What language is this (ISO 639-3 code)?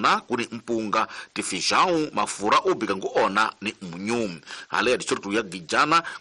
tso